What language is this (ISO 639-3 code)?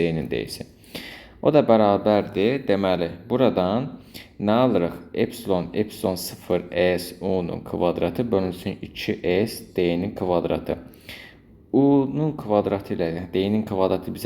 aze